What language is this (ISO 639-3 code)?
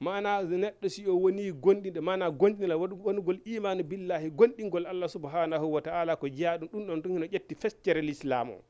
ful